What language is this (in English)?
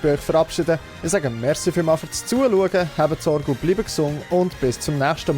Swiss German